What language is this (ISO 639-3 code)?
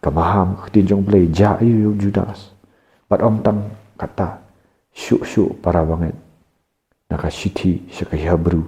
kha